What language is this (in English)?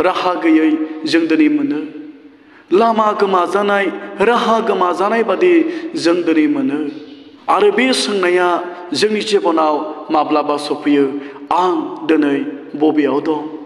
Bodo